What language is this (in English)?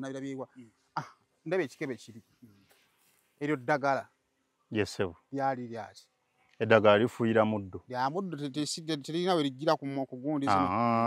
Ganda